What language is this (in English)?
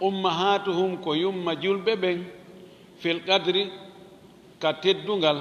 Fula